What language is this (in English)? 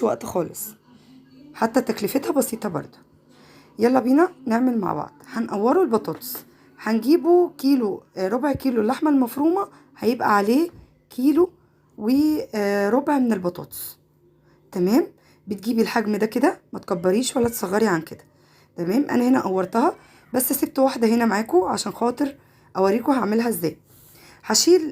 Egyptian Arabic